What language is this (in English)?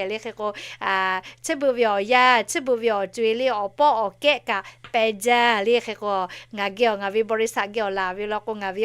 Lahu